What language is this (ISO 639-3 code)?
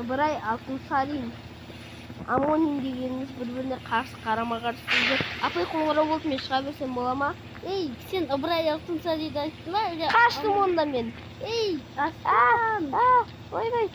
kaz